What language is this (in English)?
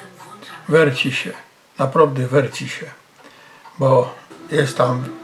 Silesian